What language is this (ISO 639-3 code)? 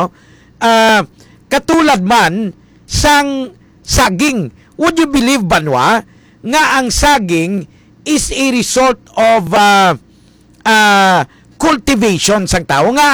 hil